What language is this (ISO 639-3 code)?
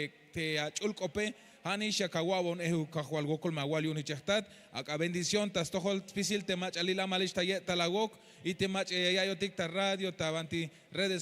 tzh